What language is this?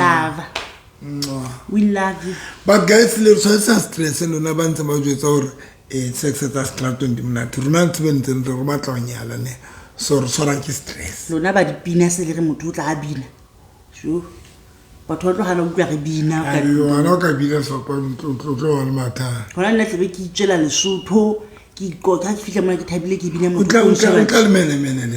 Southern Sotho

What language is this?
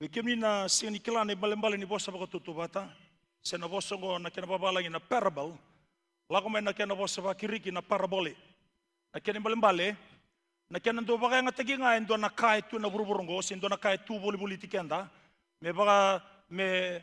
Fijian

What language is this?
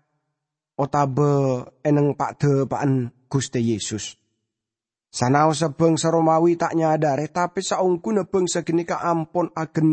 Madurese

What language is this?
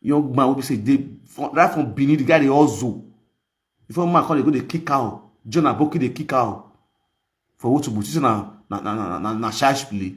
Nigerian Pidgin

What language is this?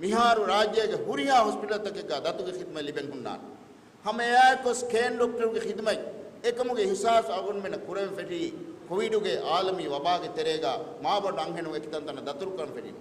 Divehi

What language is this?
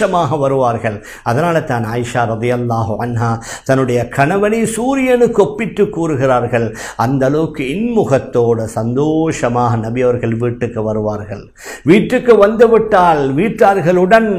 Tamil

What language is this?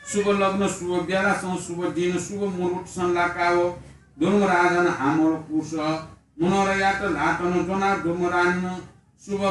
Newari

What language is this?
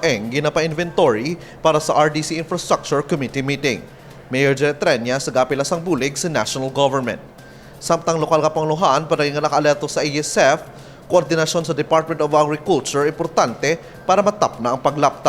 Hiligaynon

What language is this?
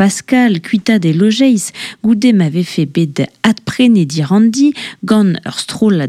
Breton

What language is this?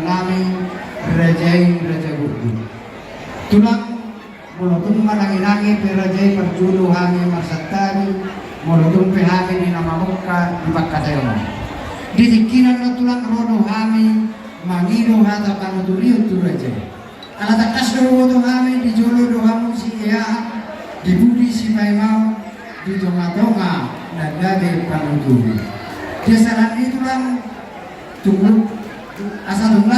Batak Toba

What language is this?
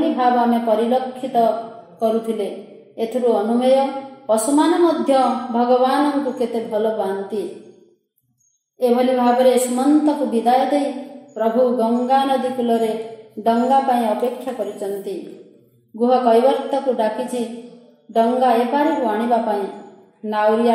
Odia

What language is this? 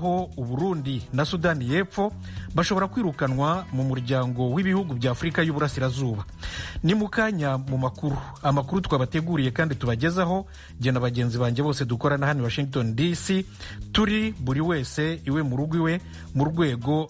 Kinyarwanda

